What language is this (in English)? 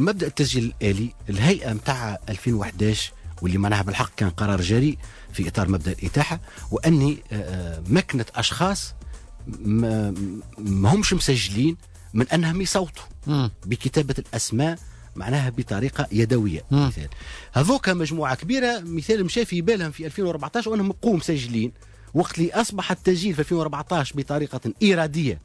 Tunisian Arabic